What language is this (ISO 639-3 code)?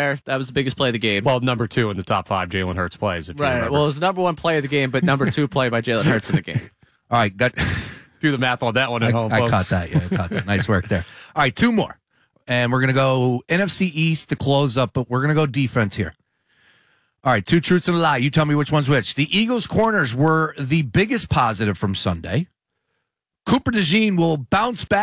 eng